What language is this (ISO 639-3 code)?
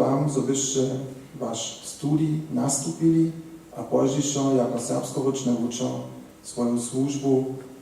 hsb